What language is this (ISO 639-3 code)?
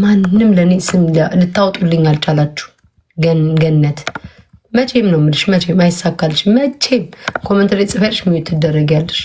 amh